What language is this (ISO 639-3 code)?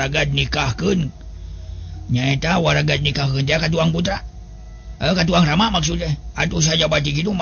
sun